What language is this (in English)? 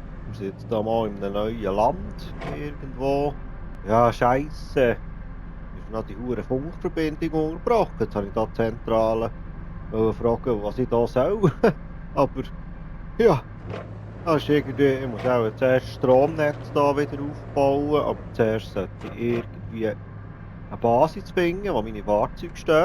Swiss German